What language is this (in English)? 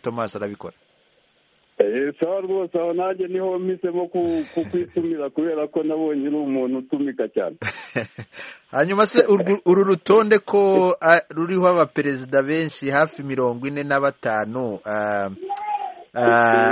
Kinyarwanda